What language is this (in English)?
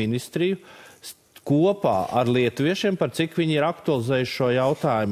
Latvian